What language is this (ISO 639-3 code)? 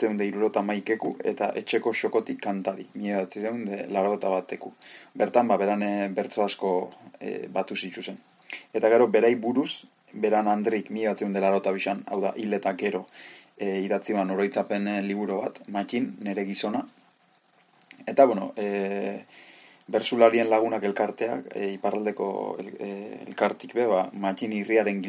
eus